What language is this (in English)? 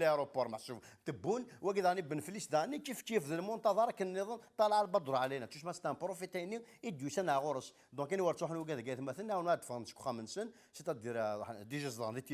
Kabyle